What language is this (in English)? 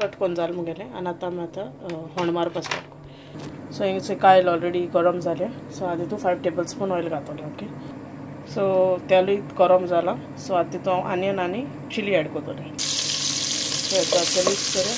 Konkani